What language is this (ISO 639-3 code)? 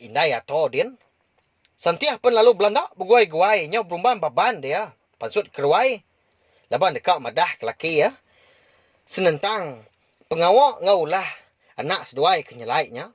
iba